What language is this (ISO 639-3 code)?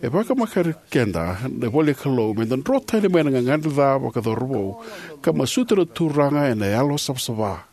fij